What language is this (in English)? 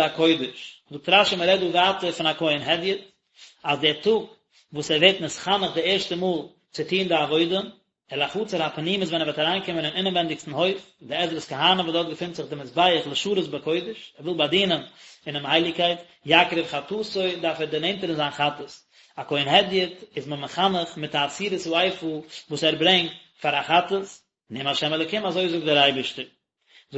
Yiddish